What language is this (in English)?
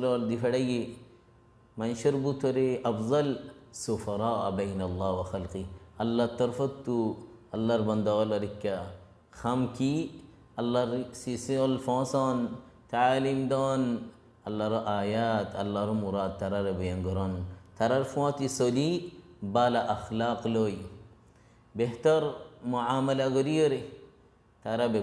Rohingya